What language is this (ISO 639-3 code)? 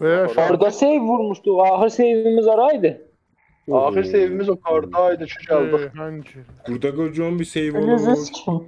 azb